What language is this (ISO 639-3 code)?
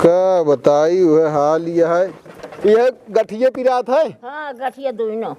awa